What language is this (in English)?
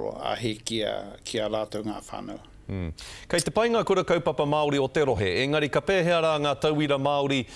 Māori